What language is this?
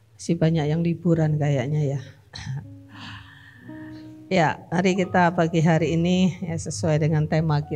Indonesian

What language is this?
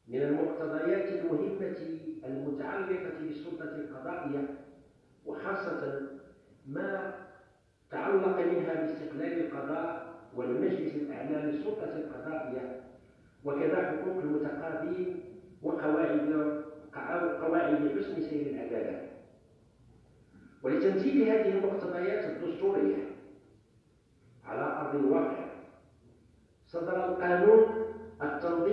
Arabic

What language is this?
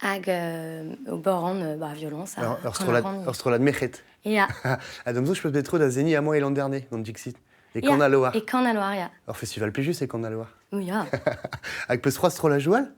Breton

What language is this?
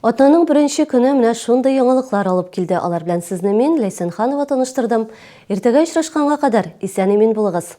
Tatar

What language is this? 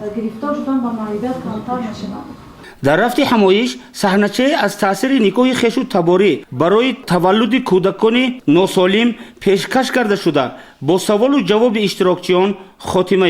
Tajik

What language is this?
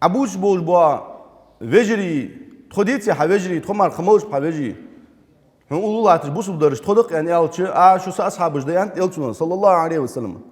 Ingush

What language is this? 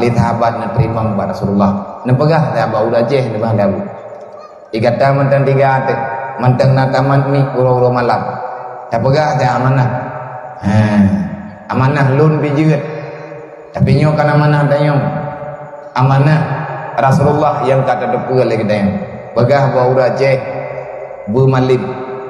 Achinese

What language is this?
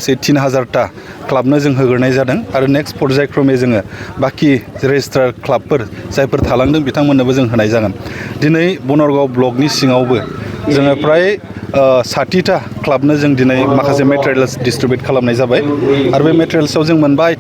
Bodo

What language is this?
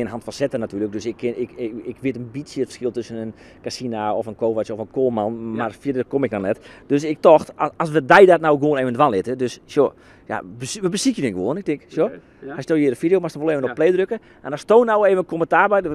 Western Frisian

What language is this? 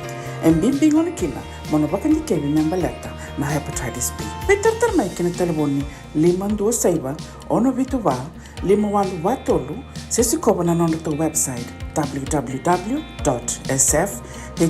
Fijian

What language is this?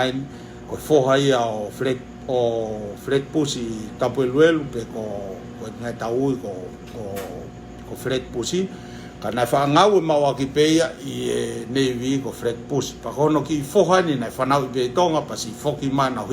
Tongan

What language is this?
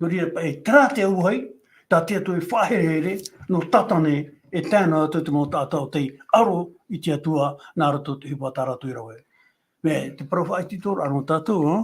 Tahitian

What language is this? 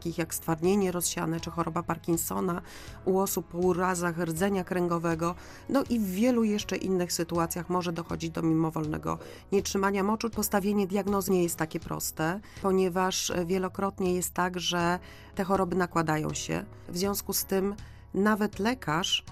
Polish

